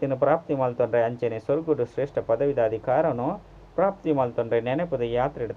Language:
Tulu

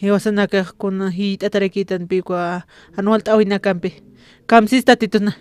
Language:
Aymara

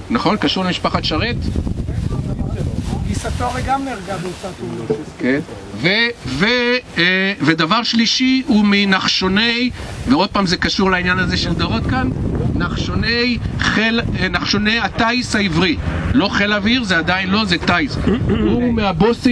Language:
Hebrew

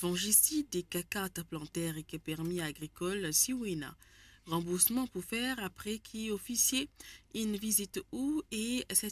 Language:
Morisyen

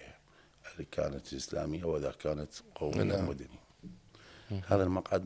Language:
Mesopotamian Arabic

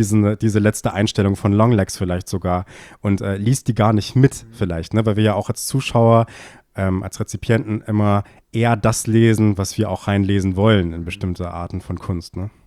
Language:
German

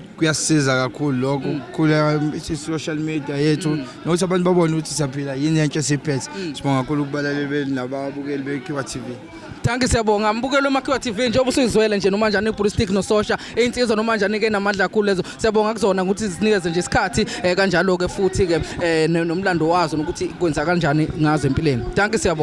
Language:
Zulu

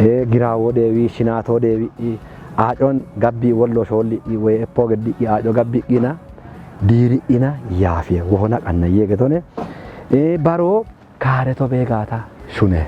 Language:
Kafa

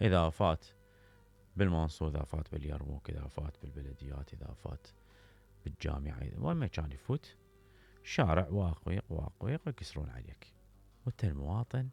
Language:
Mesopotamian Arabic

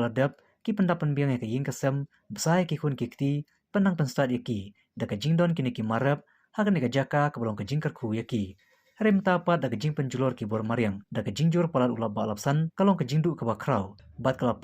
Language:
Khasi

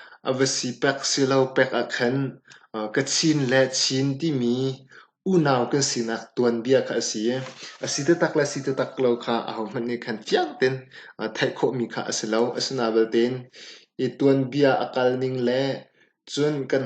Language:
Hakha Chin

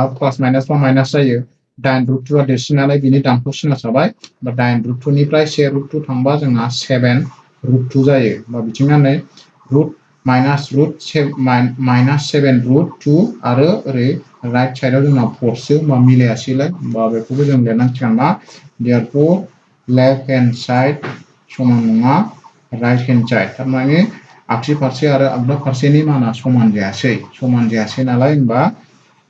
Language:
Bodo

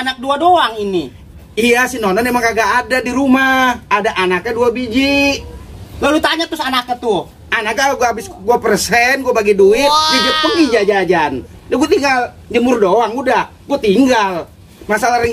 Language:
Betawi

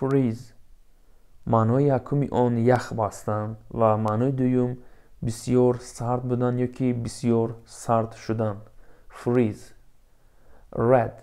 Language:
Tajik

